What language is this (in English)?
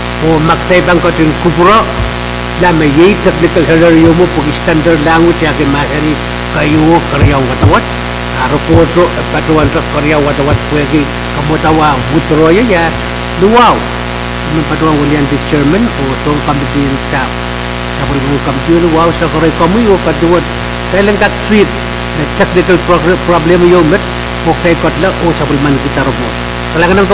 Pohnpeian